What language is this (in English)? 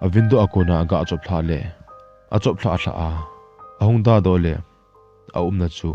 Thado Chin